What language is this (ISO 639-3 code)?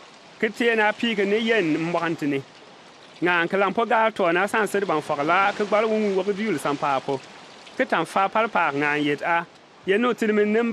bim